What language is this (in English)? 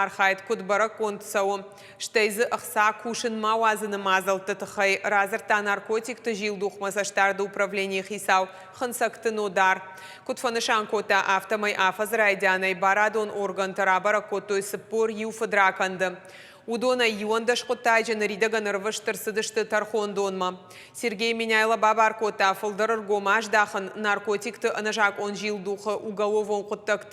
Ossetic